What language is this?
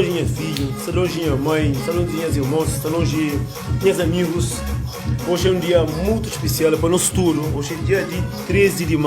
Kabuverdianu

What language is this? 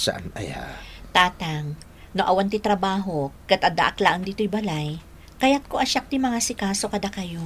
Iloko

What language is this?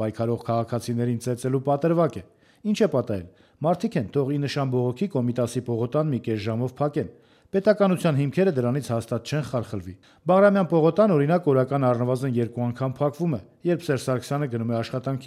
Armenian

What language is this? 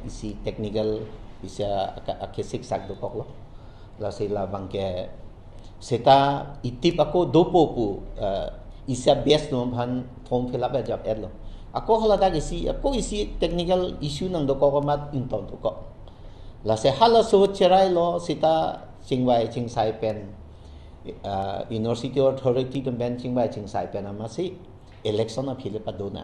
Karbi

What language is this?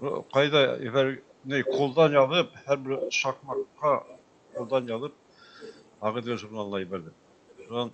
Bashkir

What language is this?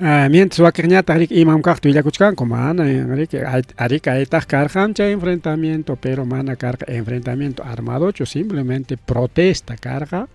Ayacucho Quechua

